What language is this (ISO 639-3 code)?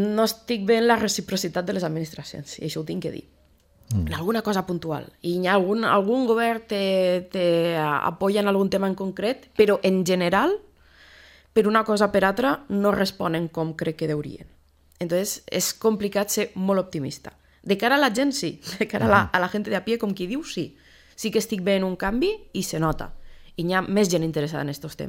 cat